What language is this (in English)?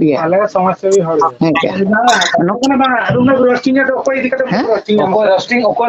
Santali